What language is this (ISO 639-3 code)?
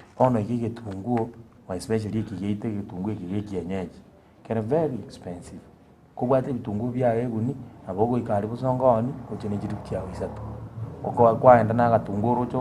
guz